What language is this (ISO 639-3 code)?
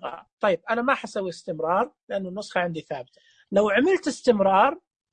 ars